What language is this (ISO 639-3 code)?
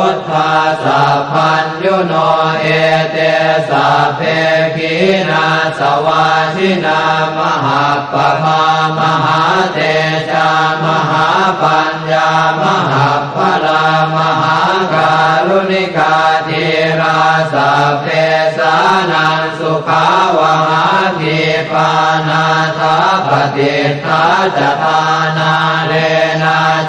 pli